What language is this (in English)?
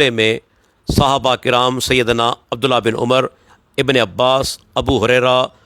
Sindhi